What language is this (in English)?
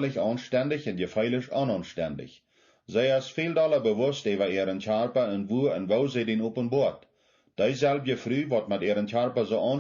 Plautdietsch